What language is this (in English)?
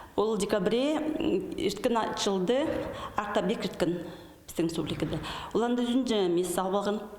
Khakas